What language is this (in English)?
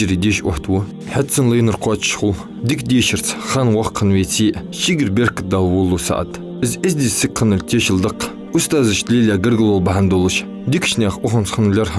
Ingush